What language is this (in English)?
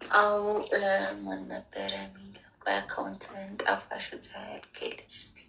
Amharic